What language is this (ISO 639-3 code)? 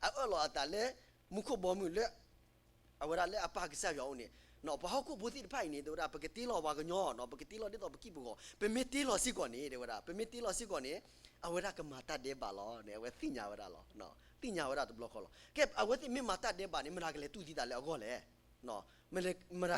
ksw